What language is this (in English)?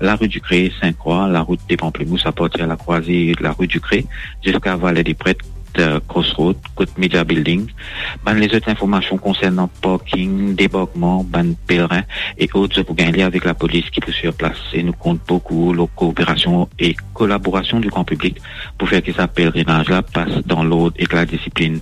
Morisyen